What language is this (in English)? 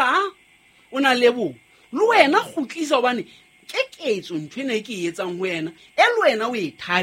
Southern Sotho